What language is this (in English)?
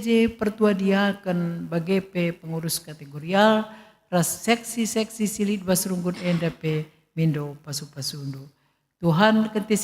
Batak Karo